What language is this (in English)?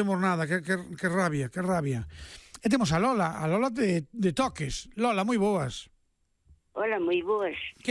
Galician